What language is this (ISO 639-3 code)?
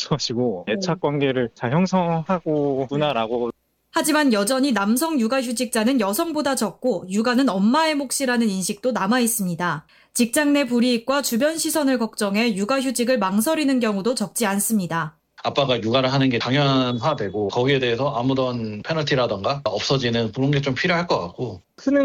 kor